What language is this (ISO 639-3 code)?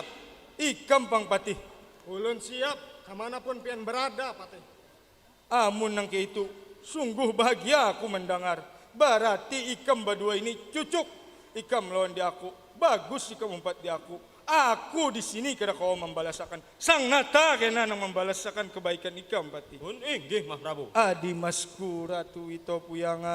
bjn